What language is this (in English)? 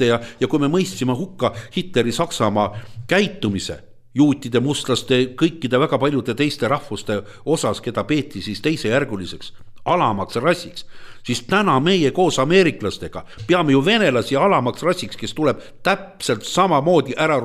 Estonian